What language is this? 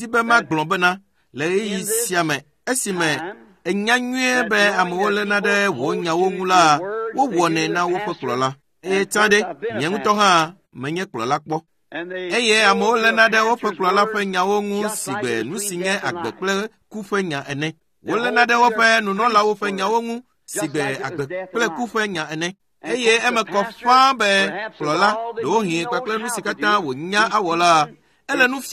Ewe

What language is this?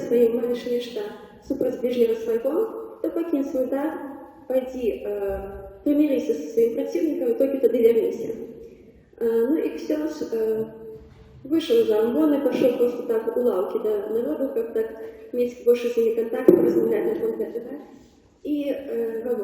Belarusian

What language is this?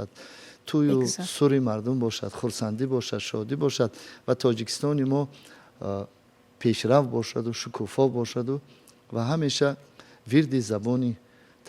Tajik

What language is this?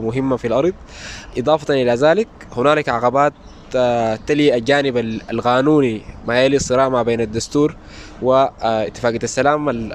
Sudanese Arabic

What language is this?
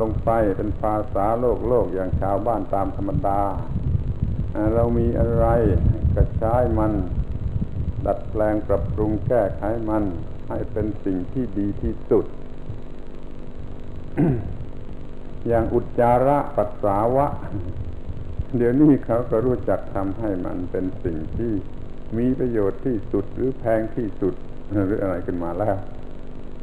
Thai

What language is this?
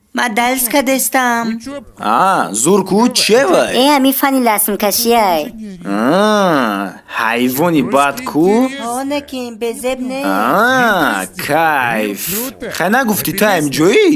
Tajik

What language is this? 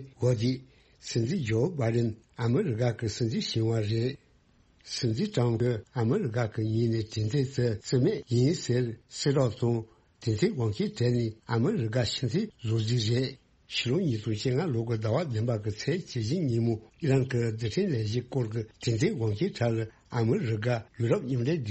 Tibetan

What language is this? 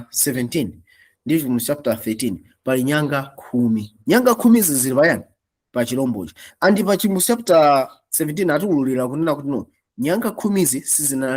Nyanja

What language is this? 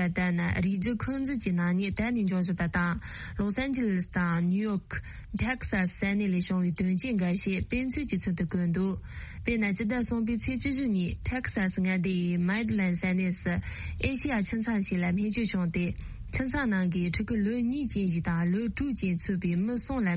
Tibetan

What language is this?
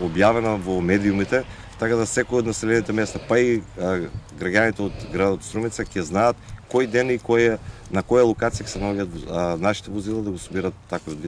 Macedonian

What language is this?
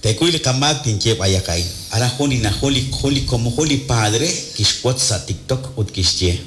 Kekchí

